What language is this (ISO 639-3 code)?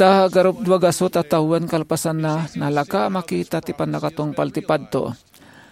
ilo